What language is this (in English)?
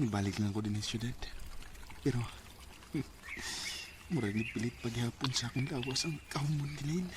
Cebuano